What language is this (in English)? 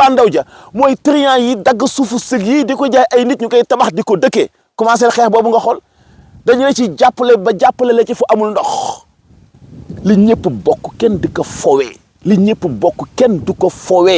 Wolof